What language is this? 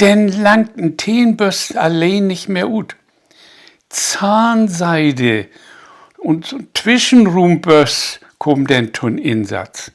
Low German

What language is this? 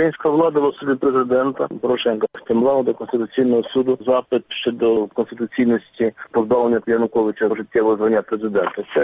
Ukrainian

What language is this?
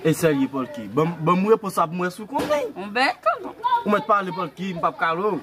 Haitian Creole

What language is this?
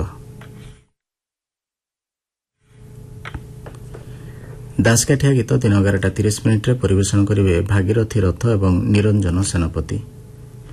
Odia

